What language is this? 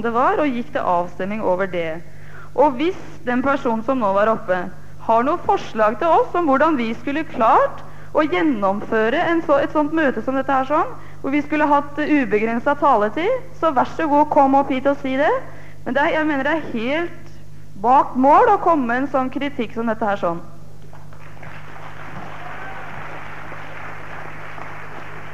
Norwegian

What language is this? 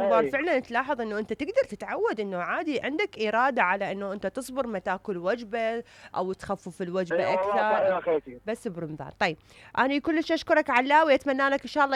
Mesopotamian Arabic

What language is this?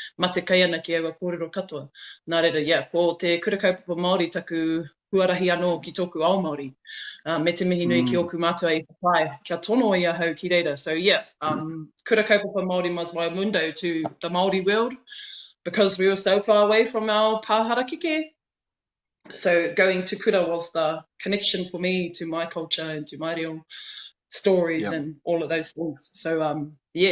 Māori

